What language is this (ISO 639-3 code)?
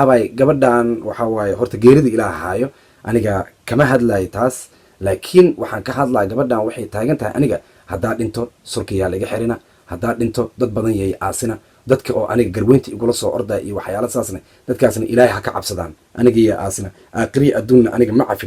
som